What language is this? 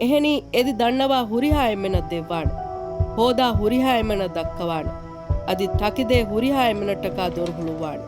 Divehi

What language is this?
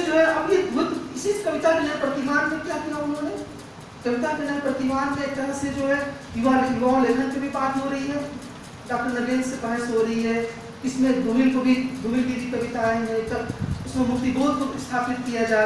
Hindi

